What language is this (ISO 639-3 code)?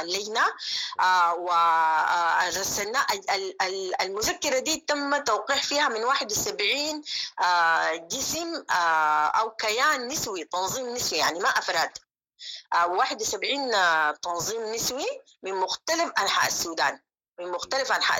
apd